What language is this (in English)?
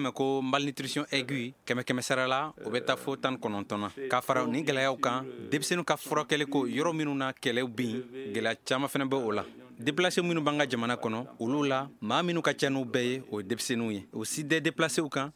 Bambara